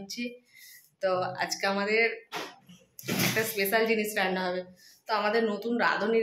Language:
Bangla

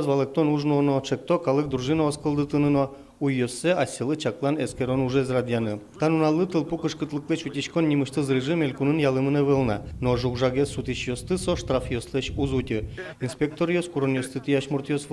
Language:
Udmurt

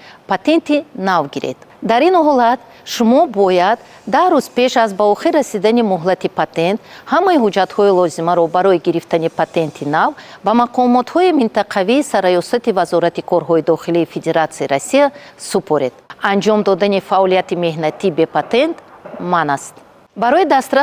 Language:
Tajik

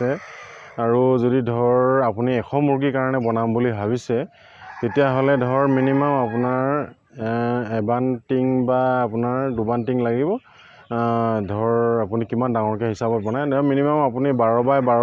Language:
Assamese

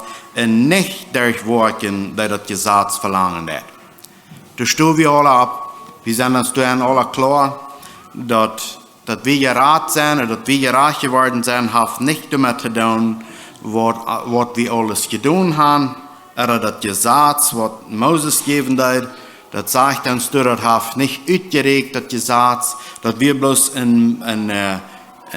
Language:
Plautdietsch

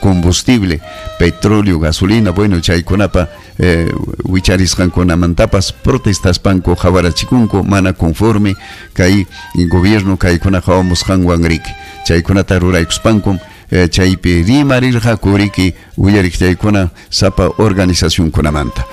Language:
Ayacucho Quechua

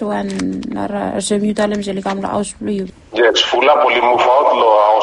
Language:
Bislama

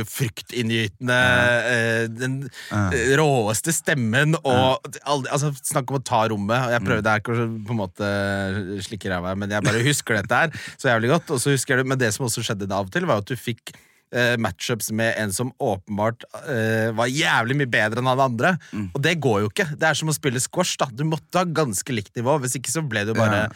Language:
Norwegian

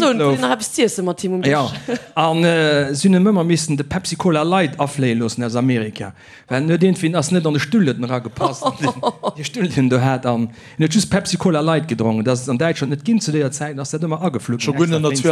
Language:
Luxembourgish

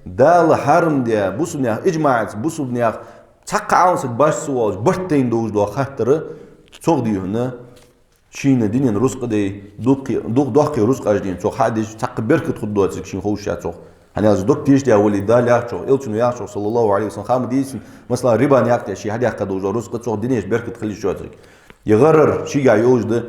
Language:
Ingush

